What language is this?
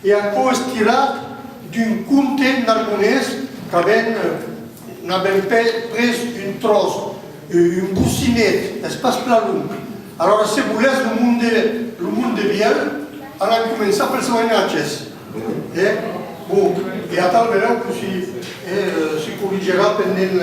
Occitan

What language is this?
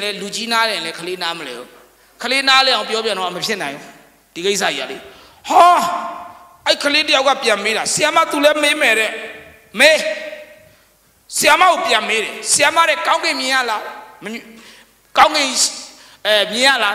Burmese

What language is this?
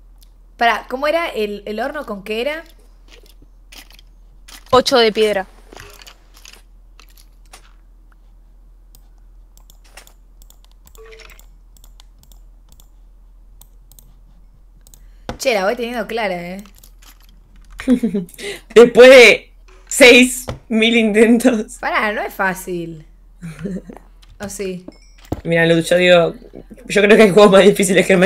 Spanish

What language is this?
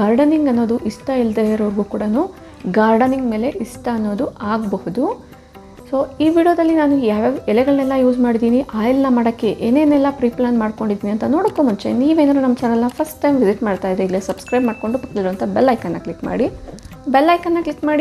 Kannada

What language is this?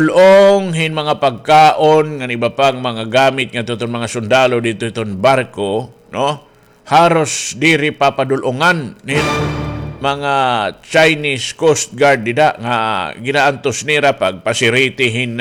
Waray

